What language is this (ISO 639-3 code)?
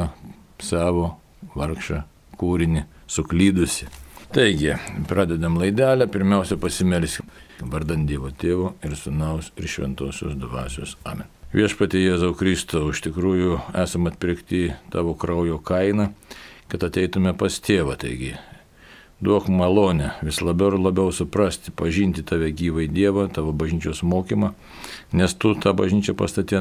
lit